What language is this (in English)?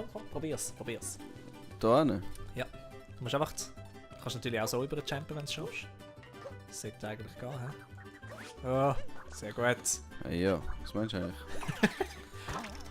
Swiss German